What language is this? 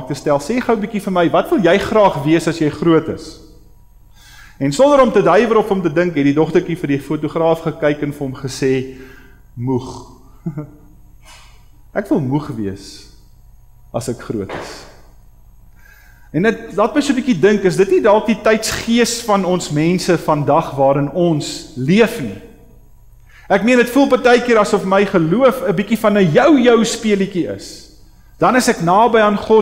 Afrikaans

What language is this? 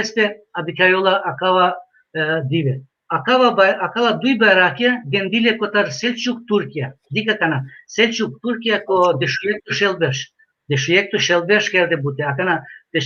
Balkan Romani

